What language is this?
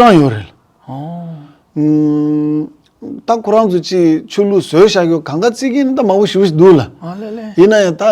Tibetan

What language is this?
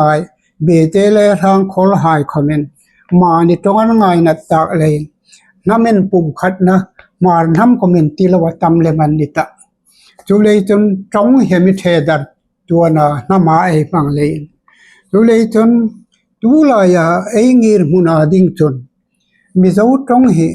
Hmar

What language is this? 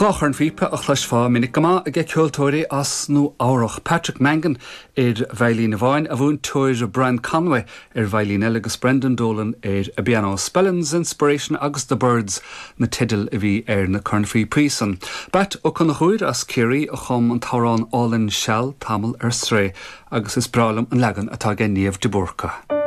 Irish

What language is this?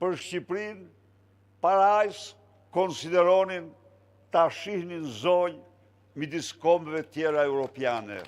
Albanian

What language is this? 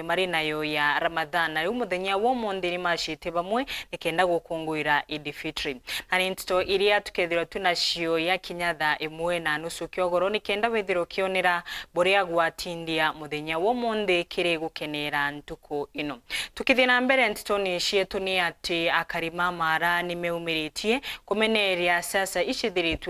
Meru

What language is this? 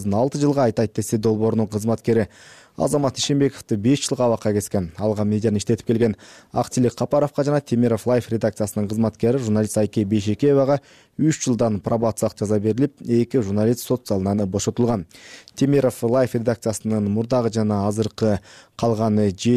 Kyrgyz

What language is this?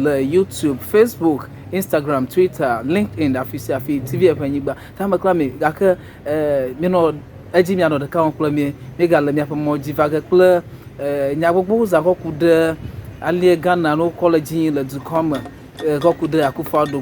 Ewe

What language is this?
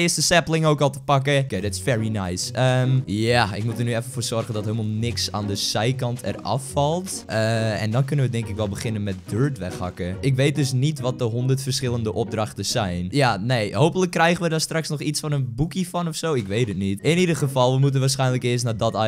Dutch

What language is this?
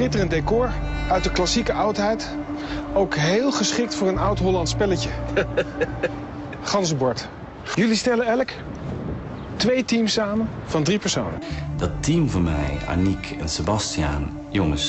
Dutch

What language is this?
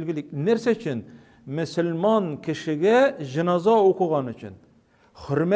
Tatar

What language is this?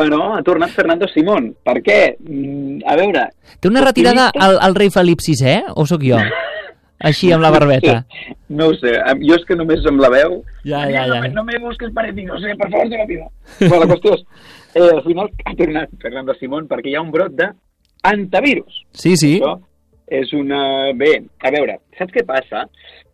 Catalan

